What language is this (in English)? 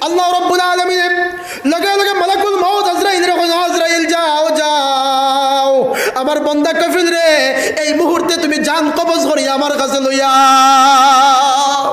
Sylheti